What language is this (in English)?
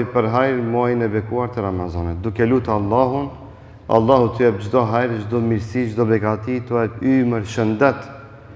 Albanian